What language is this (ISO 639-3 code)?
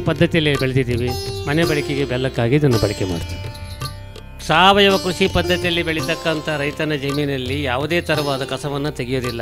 kan